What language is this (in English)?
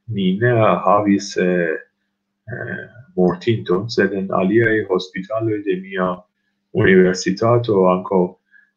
Esperanto